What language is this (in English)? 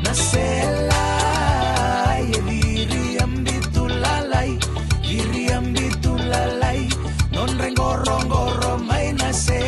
Fijian